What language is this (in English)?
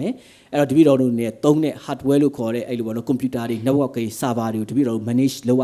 Burmese